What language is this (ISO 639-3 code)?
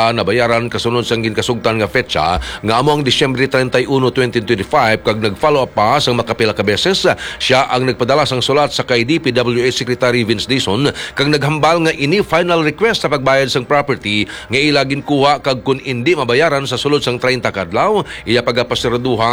hil